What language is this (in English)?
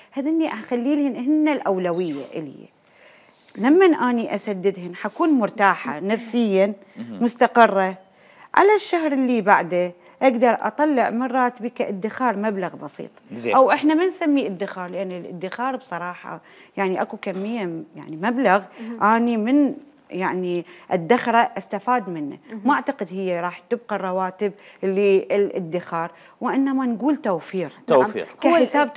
Mesopotamian Arabic